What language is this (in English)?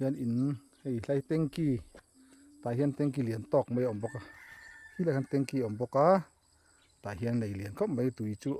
Mizo